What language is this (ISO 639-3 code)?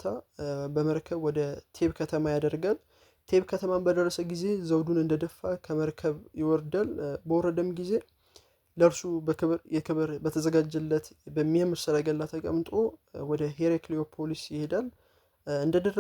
amh